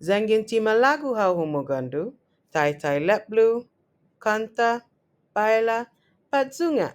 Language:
Chamorro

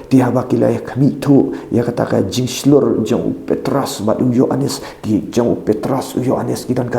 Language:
Khasi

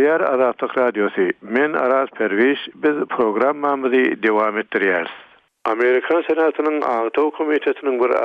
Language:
Turkmen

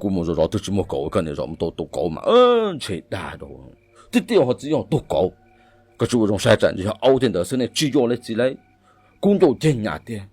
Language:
Hmong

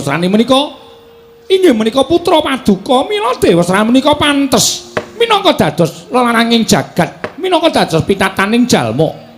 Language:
Javanese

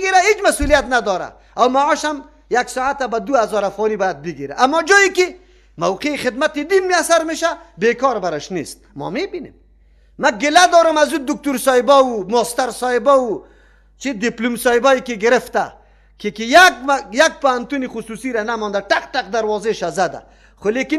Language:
Persian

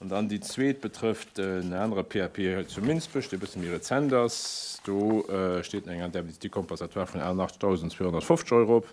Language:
Luxembourgish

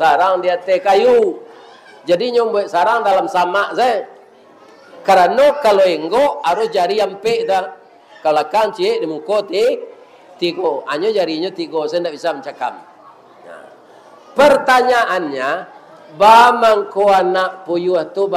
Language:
Minangkabau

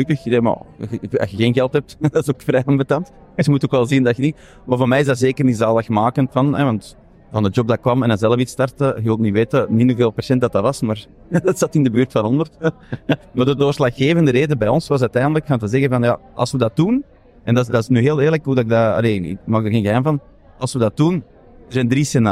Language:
Dutch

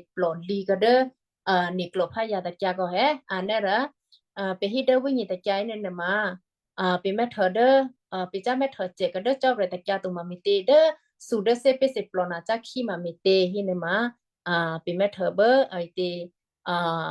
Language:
Western Kayah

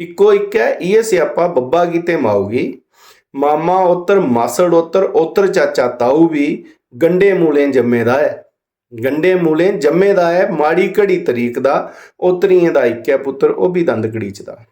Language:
Dogri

